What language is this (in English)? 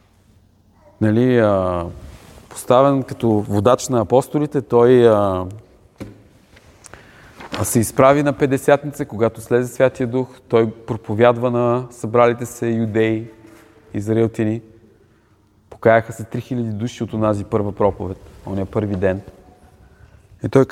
Bulgarian